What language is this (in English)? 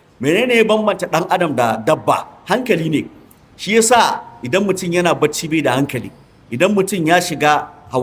Hausa